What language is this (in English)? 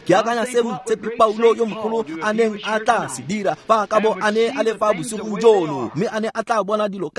Tswana